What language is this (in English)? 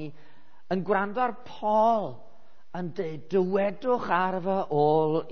Welsh